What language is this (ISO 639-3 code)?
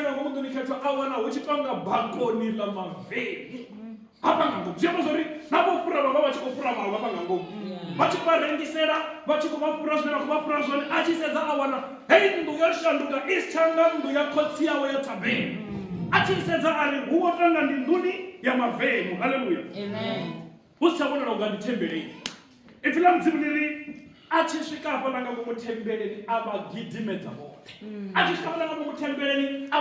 ven